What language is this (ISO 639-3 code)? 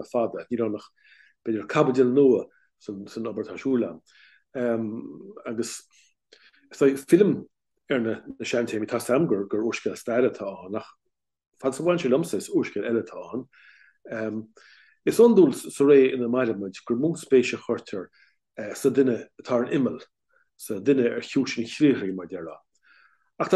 gle